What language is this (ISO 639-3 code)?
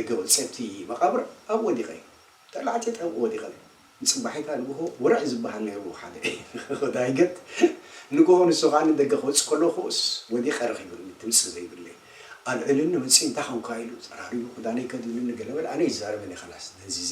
tir